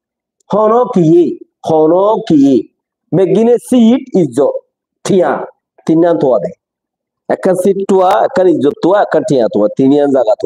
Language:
Rohingya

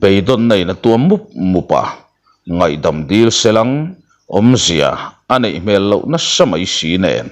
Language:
Mizo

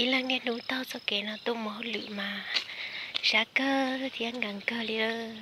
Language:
Hmong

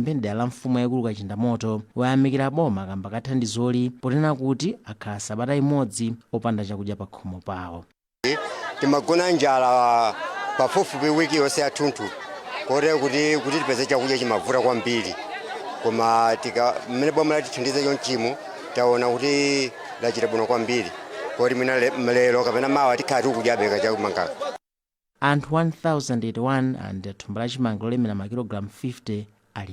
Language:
Nyanja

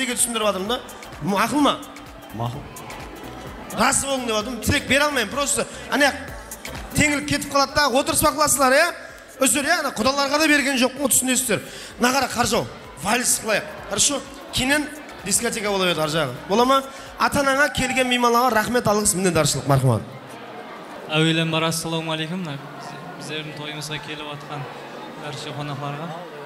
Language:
Kara-Kalpak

